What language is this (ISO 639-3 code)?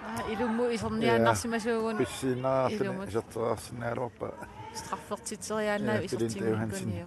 kal